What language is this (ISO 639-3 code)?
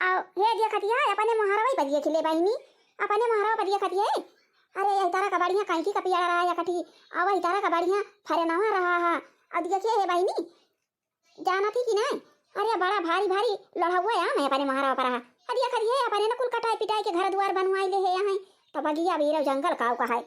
awa